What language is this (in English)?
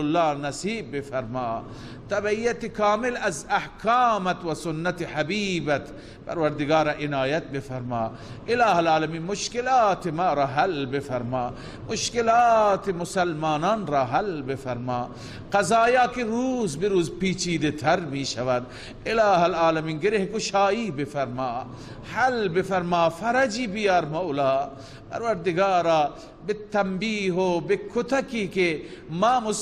Persian